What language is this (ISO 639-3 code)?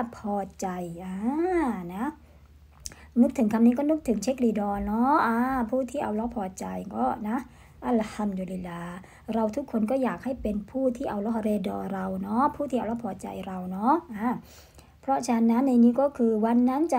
tha